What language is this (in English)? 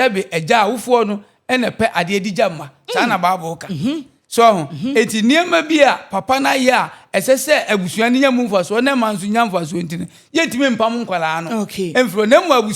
Akan